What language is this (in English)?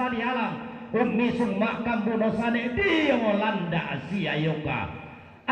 Toraja-Sa'dan